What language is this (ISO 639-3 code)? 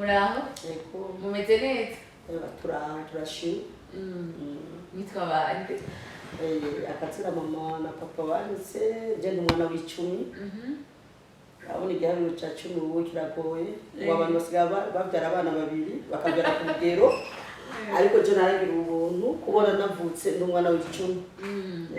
run